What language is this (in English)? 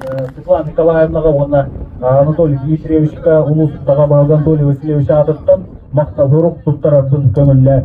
Yakut